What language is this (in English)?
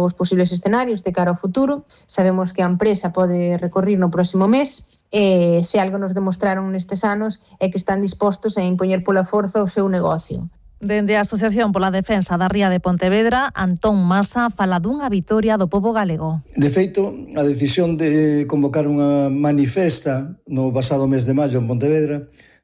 Galician